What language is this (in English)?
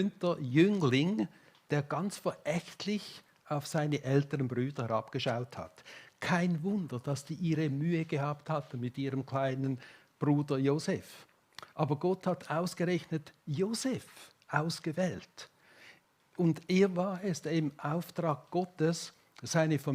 Swiss German